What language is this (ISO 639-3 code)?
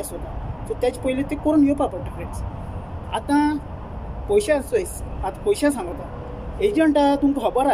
kok